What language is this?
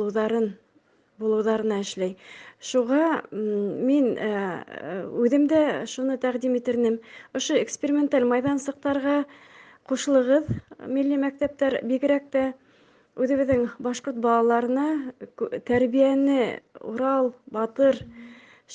Bashkir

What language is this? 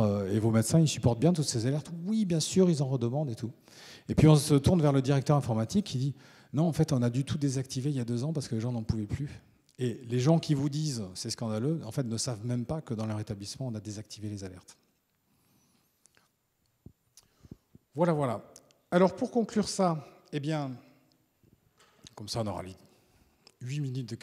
French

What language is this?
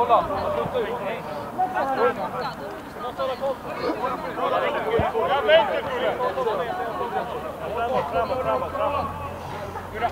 Swedish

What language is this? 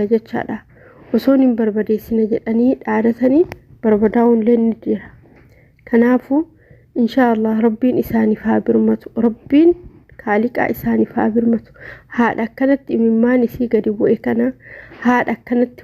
Oromo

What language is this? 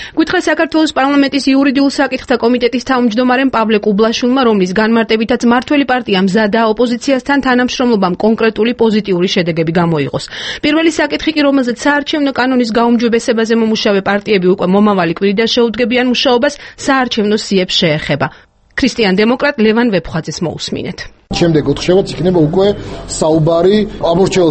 Georgian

